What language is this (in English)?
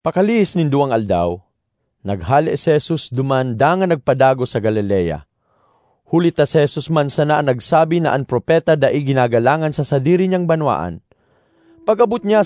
Bikol